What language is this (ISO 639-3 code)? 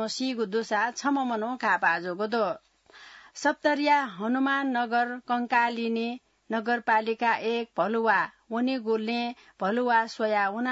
new